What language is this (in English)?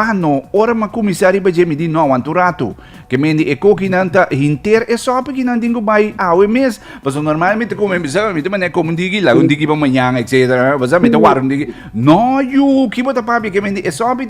Papiamento